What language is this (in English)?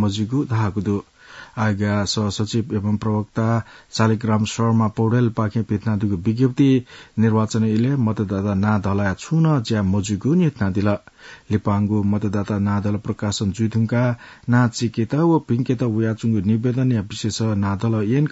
Newari